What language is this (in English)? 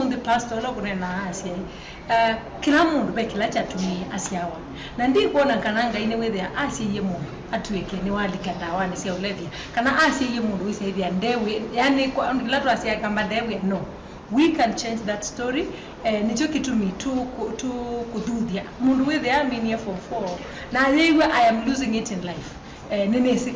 Kamba